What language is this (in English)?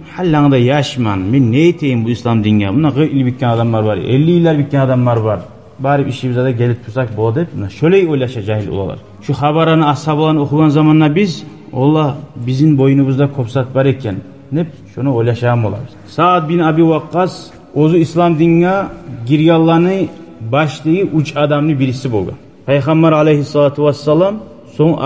Kumyk